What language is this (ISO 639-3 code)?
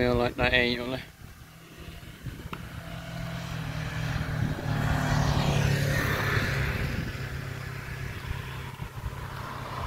fin